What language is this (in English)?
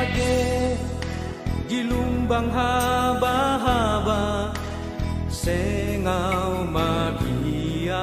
Batak Simalungun